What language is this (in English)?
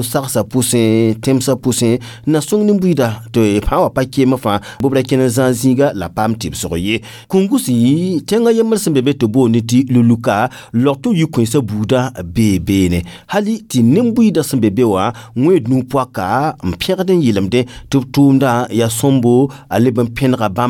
Mossi